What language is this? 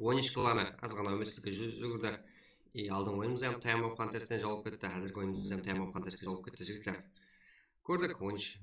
Kara-Kalpak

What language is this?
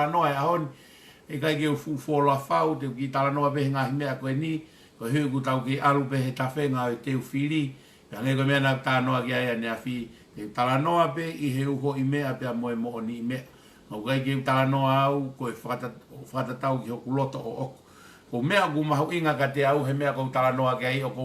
Tongan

